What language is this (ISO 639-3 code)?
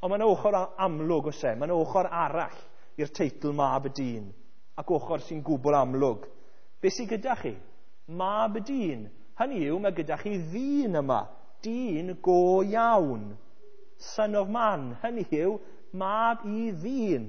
cym